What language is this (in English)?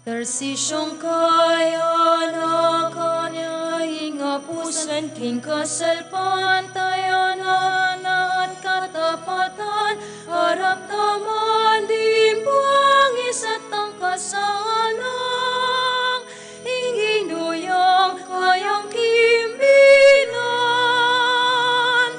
Pampanga